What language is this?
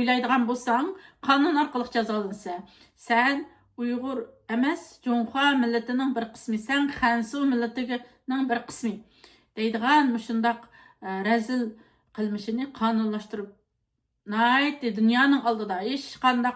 Uyghur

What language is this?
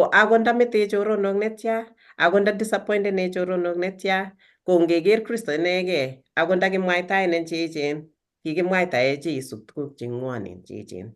Kalenjin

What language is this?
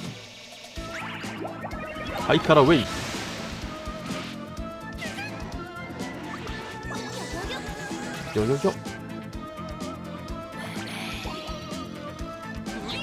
Japanese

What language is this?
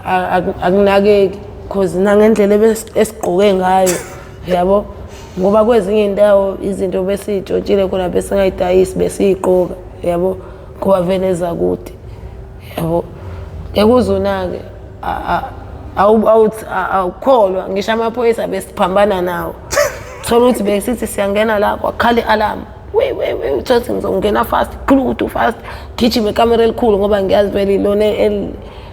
Zulu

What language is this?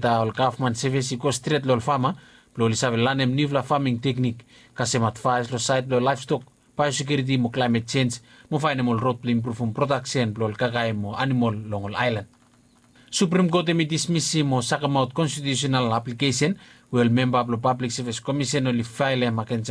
Bislama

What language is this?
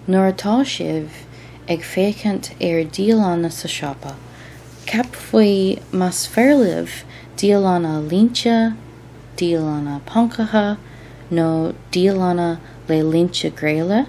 Irish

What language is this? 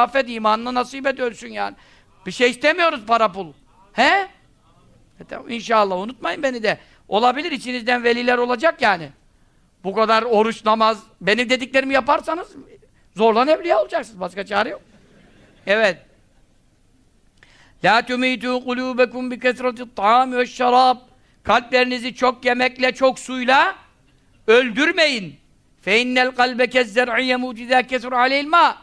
Turkish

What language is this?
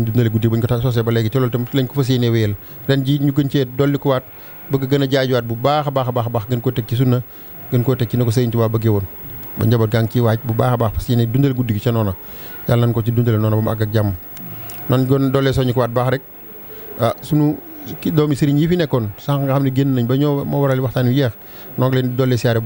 Wolof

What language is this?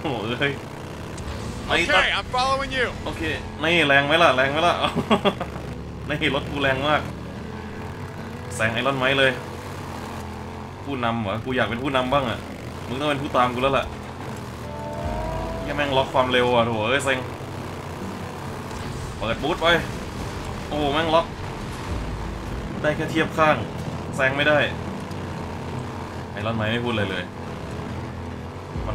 Thai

